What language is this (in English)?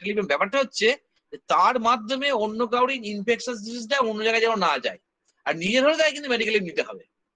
Bangla